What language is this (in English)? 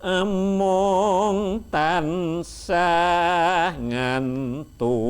Javanese